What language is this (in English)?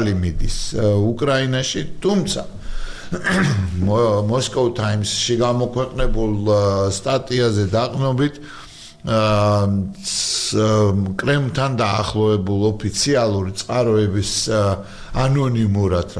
Georgian